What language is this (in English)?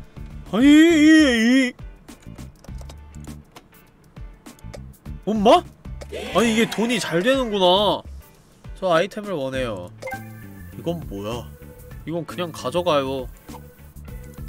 Korean